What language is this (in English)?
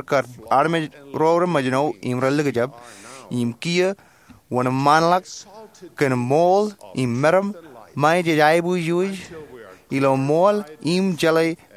Marshallese